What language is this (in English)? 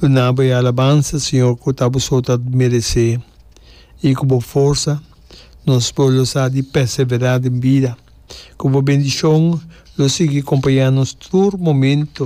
Papiamento